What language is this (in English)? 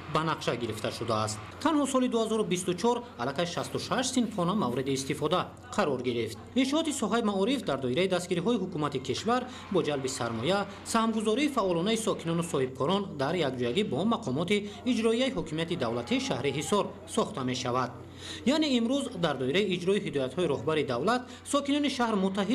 Tajik